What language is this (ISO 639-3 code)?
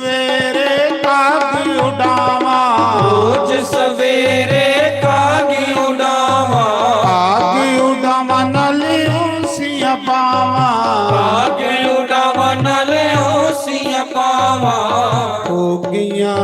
doi